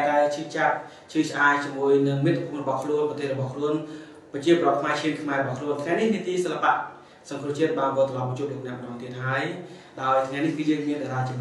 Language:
Khmer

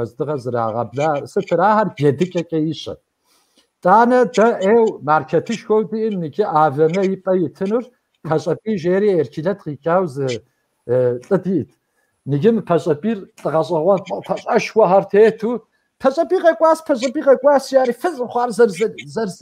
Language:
Kabardian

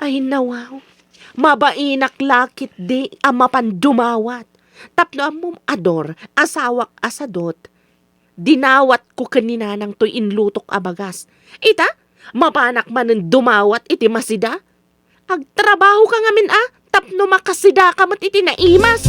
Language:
Iloko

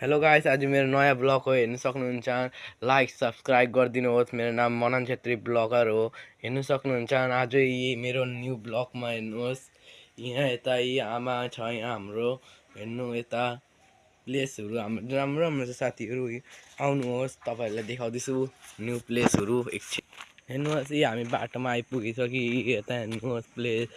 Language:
Nepali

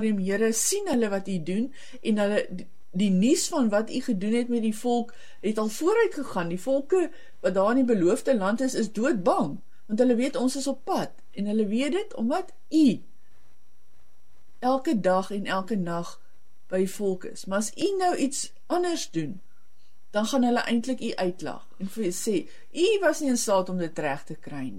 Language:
Afrikaans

